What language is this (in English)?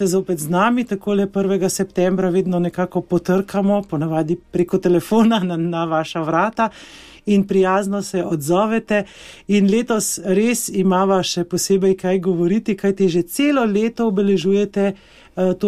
Slovenian